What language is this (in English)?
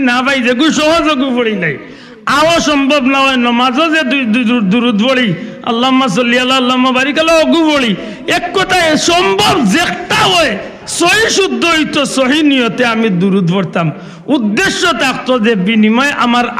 Sylheti